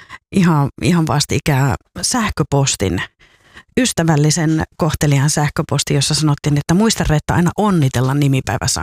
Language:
Finnish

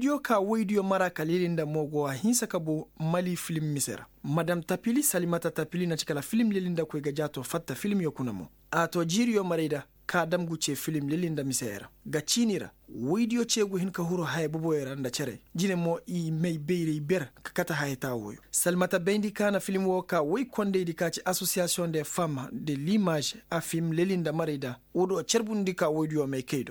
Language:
Koyraboro Senni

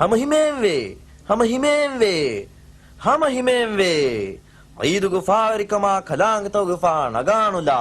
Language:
Divehi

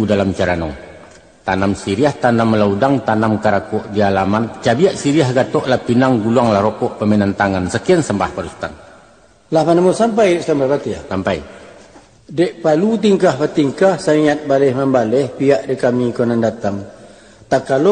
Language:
Minangkabau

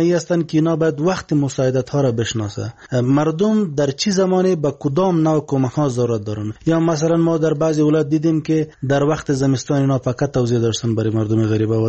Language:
Persian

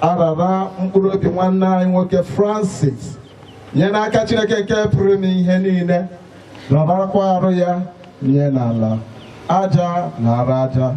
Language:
Igbo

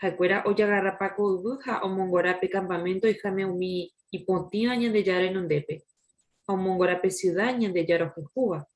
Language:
Guarani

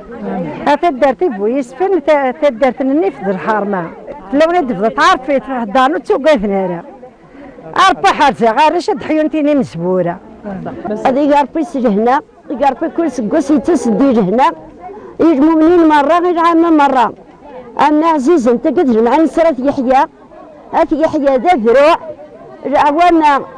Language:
Kabyle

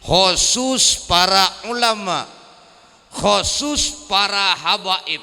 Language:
Madurese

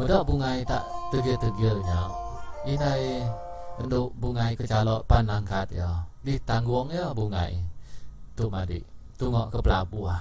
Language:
Iban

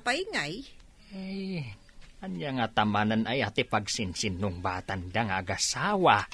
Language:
Iloko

